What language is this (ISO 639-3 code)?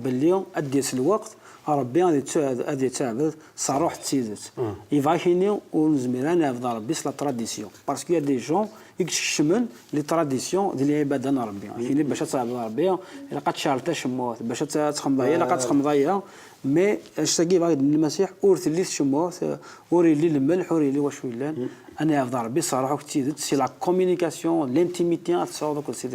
kab